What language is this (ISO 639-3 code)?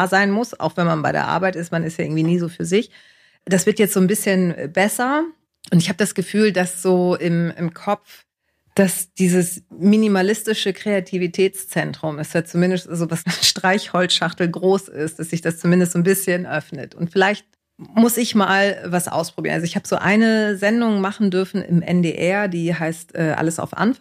deu